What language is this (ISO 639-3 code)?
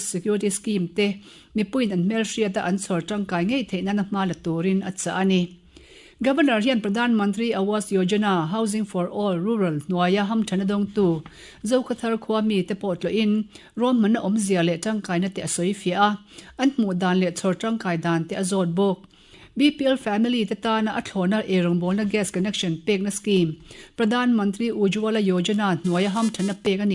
lus